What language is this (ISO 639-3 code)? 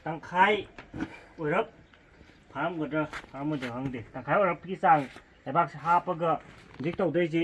mni